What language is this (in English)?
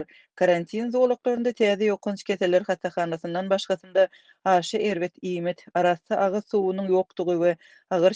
Turkmen